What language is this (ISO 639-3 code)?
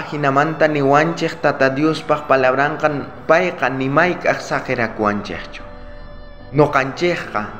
quh